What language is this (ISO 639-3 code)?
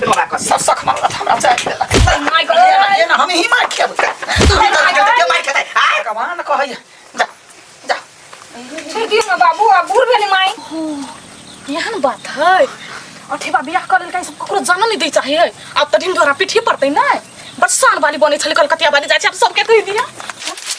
mai